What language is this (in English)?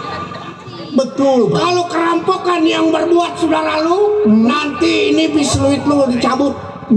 Betawi